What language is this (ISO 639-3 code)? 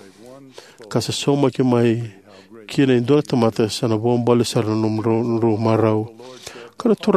fij